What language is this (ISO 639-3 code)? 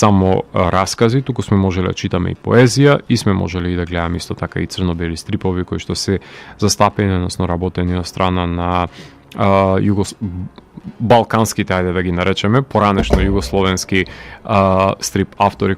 mkd